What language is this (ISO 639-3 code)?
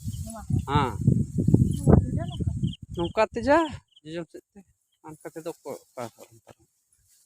sat